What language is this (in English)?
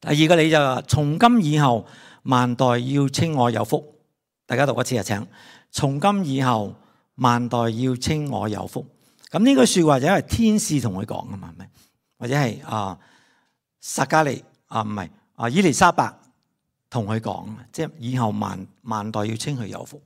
Cantonese